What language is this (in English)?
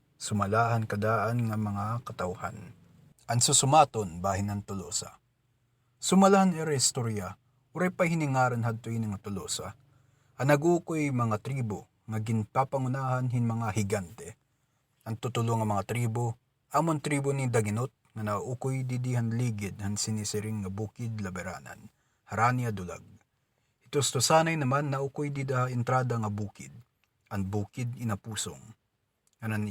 Waray